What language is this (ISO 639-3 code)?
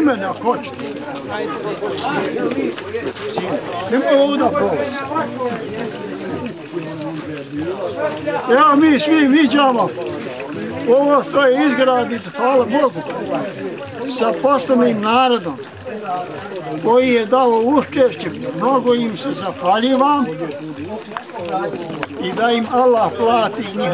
bos